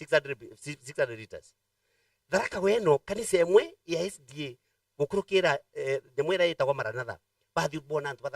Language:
Meru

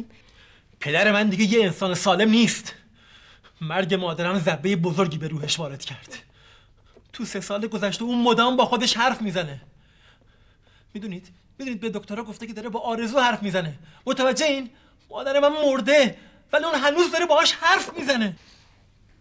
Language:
Persian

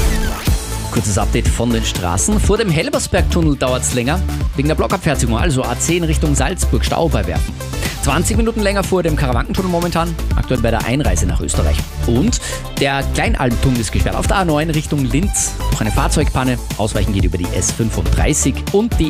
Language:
German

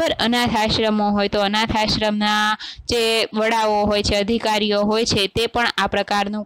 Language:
Gujarati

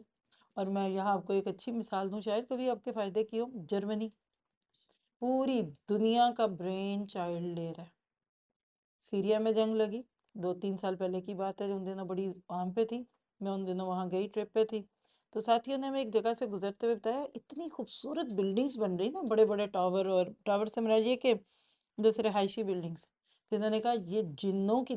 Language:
Urdu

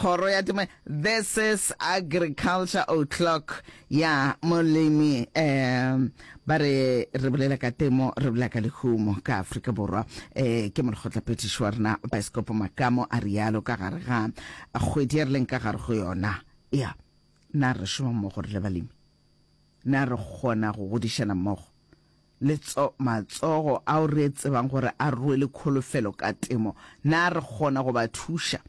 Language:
Northern Sotho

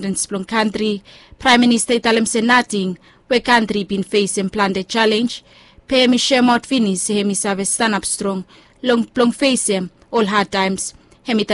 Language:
Bislama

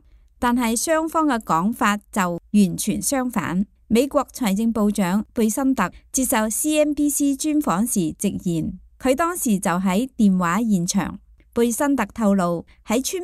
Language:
Cantonese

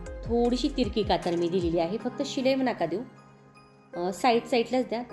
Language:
Marathi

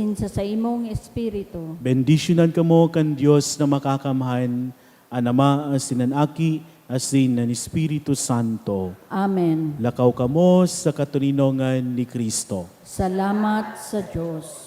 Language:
Bikol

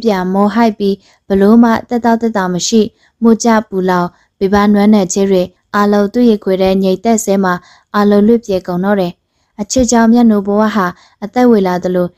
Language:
Burmese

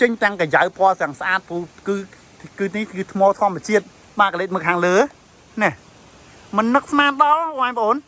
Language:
Khmer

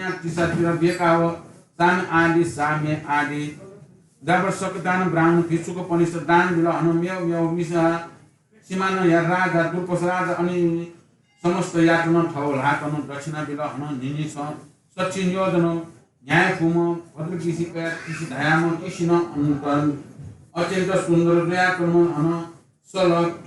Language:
Newari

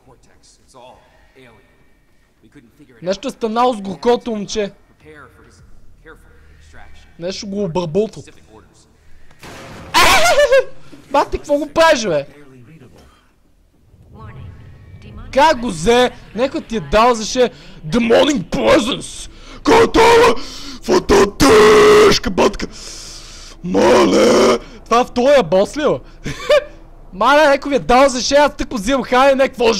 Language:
Bulgarian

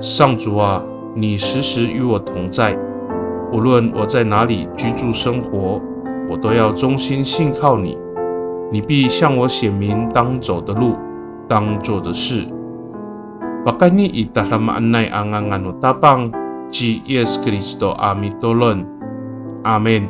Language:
Amis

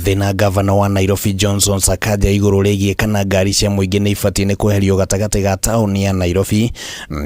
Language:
Kikuyu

